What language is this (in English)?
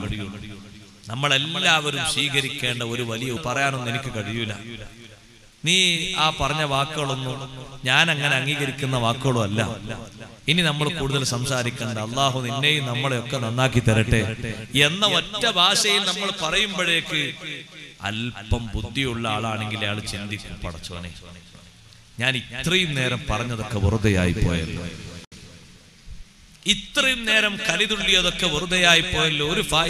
Malayalam